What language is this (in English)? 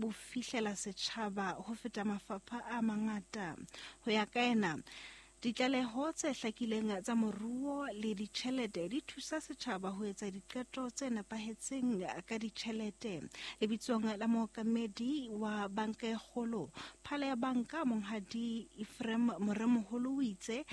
Southern Sotho